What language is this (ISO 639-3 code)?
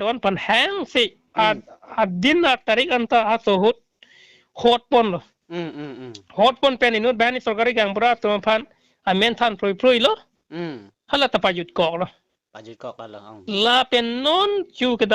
mjw